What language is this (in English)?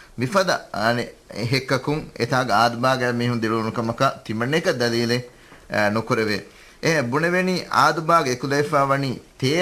Divehi